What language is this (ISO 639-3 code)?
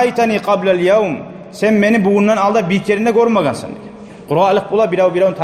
kum